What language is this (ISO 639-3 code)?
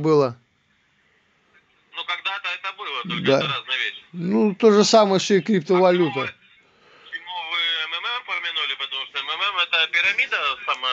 rus